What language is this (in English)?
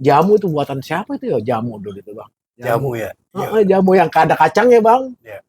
Betawi